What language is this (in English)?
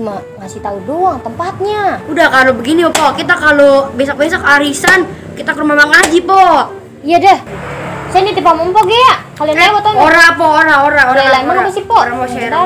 Betawi